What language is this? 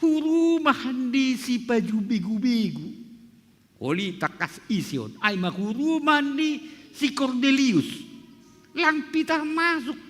Batak Simalungun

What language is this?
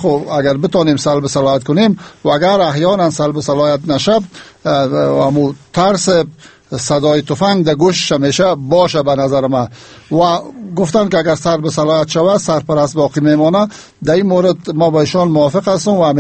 Persian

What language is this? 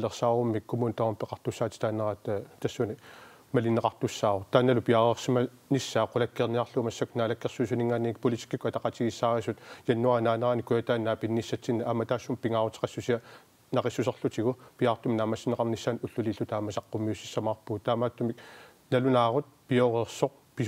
Kalaallisut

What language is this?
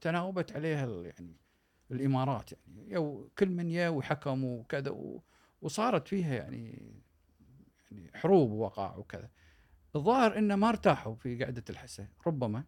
Gulf Arabic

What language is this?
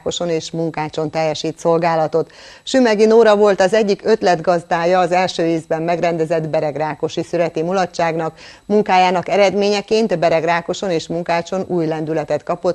Hungarian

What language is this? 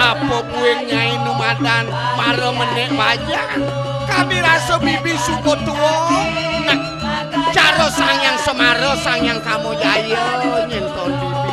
Balinese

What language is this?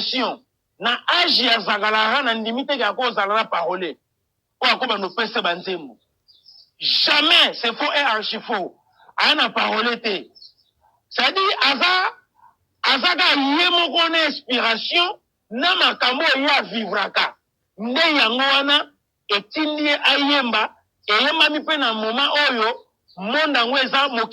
Lingala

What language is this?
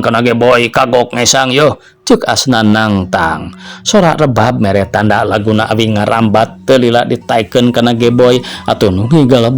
Sundanese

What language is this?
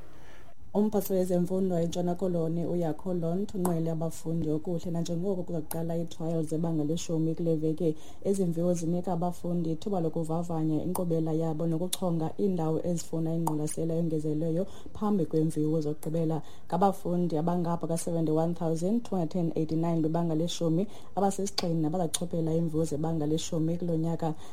Xhosa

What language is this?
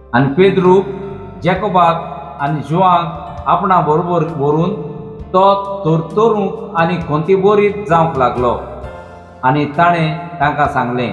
Konkani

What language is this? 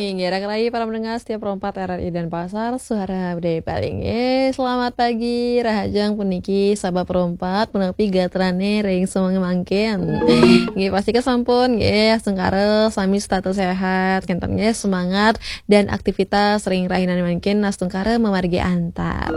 Balinese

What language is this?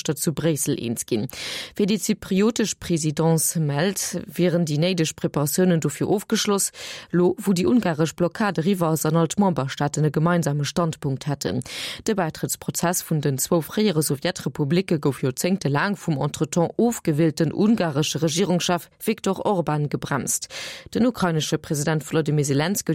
Luxembourgish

